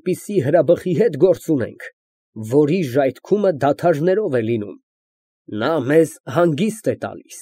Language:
Armenian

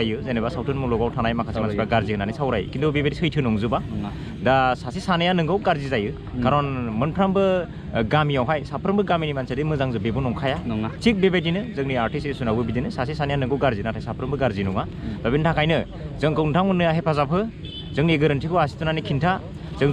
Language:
Bodo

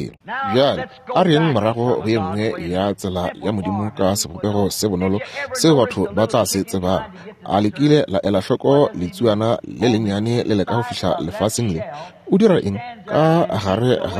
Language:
Northern Sotho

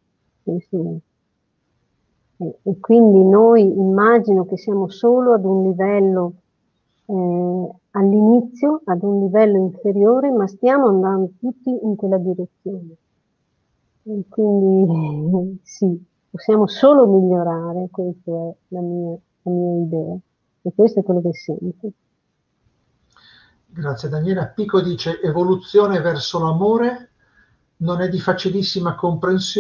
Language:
Italian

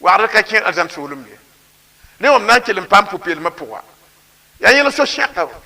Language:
Mossi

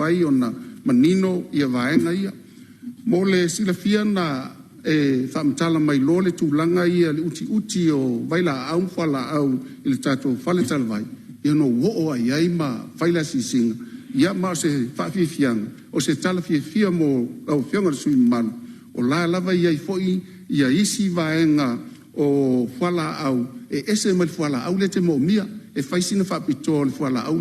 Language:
Samoan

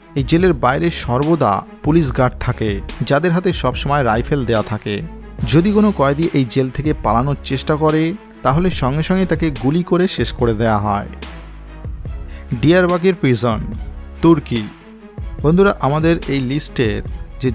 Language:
Bangla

